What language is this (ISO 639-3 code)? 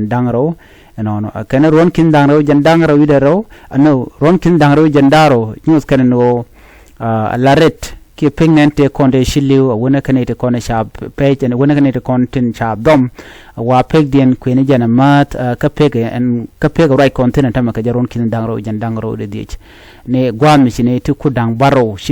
nus